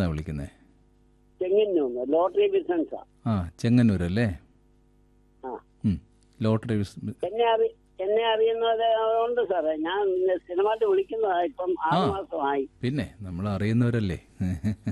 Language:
Malayalam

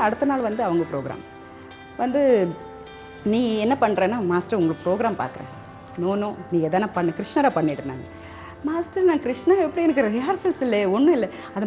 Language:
Tamil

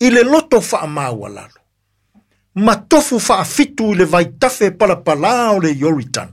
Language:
Samoan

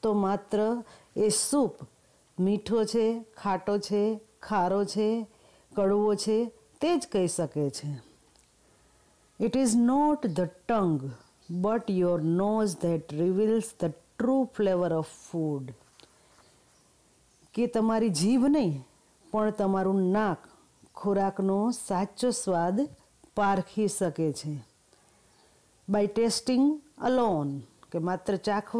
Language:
Gujarati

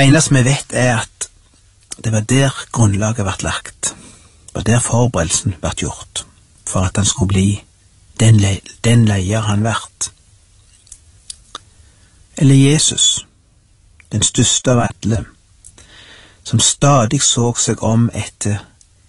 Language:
Norwegian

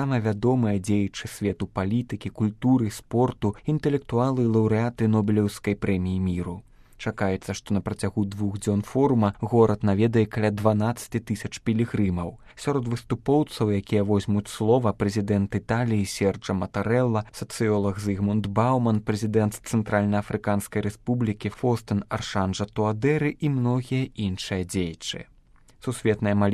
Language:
Belarusian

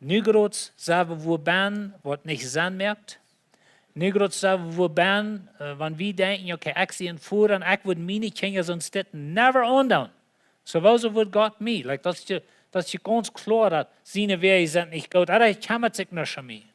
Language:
Plautdietsch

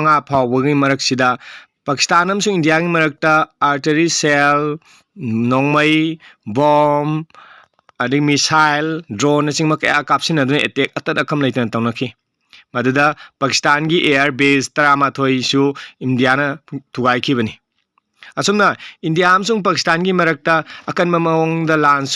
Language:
Manipuri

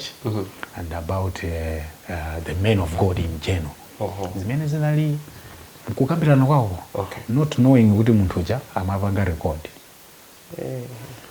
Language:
Nyanja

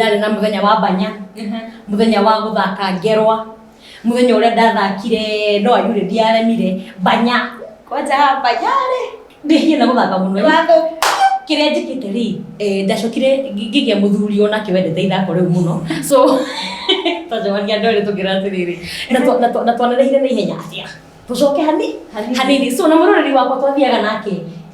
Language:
Kikuyu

